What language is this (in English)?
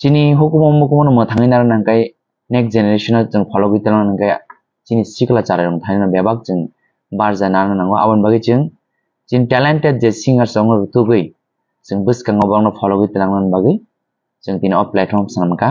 Kok Borok